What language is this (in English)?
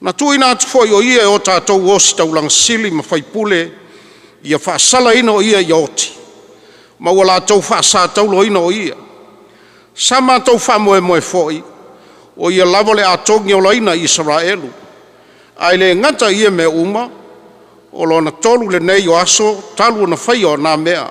Samoan